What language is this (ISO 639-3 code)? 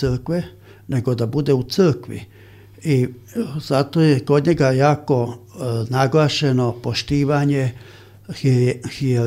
hrv